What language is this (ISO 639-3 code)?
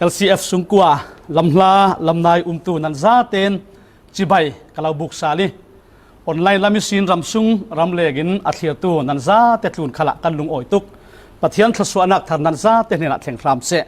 cfm